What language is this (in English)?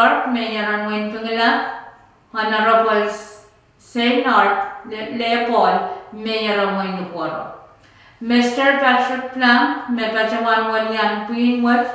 Pohnpeian